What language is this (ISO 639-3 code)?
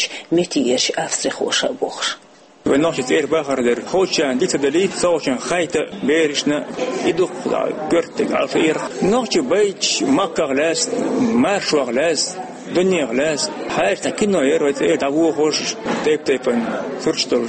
che